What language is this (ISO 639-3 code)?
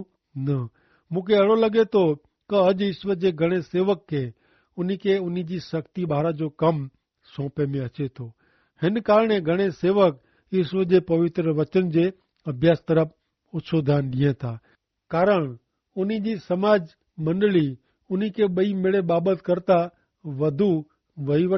kfr